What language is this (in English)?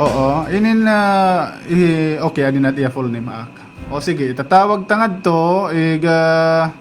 Waray